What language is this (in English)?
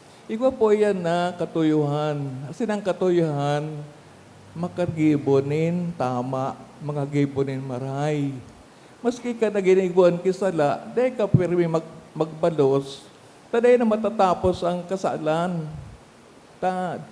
Bikol